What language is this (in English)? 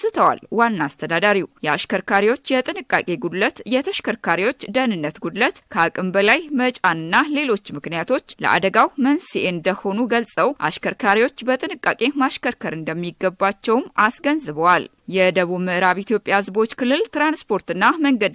Amharic